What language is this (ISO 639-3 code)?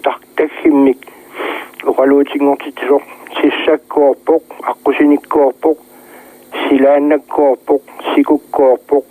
kal